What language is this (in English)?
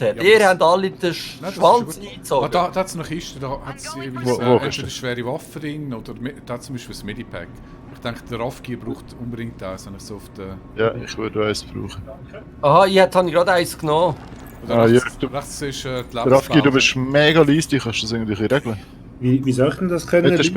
Swiss German